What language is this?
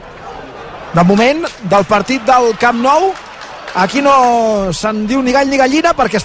Catalan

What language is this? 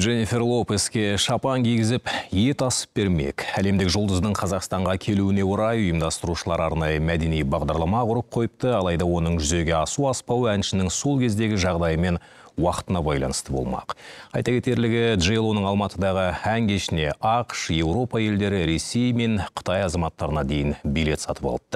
Kazakh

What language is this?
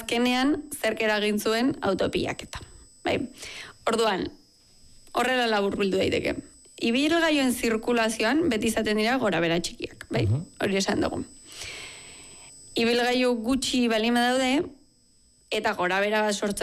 Basque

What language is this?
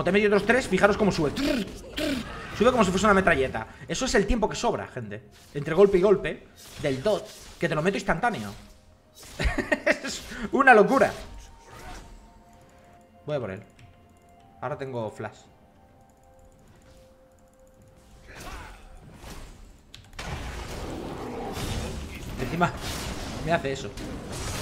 Spanish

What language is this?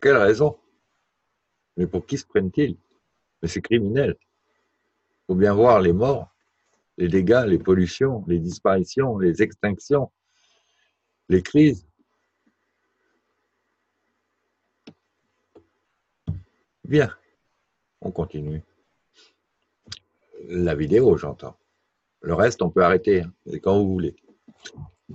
French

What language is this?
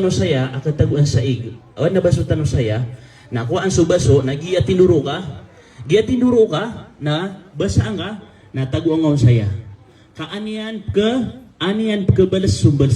Maranao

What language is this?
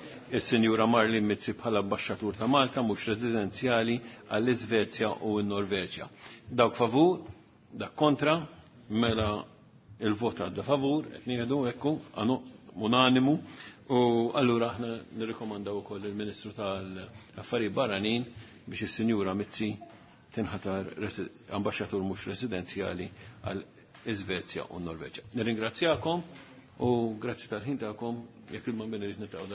Maltese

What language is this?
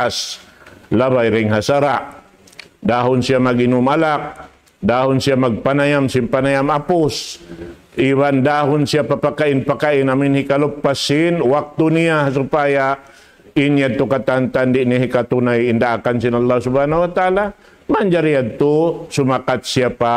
Tausug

